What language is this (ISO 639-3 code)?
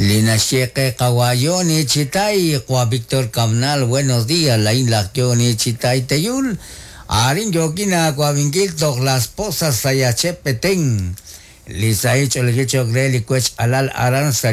kek